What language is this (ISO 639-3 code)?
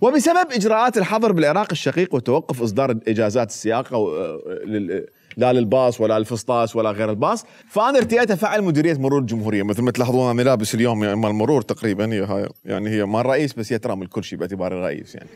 acm